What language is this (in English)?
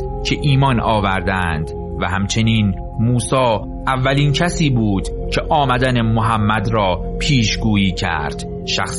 Persian